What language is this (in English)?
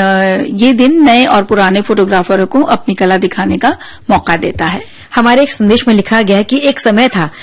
Hindi